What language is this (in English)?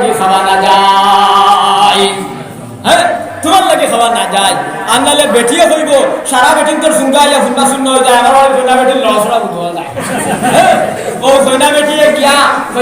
Sylheti